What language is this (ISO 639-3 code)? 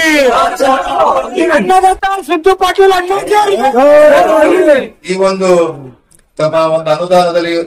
kan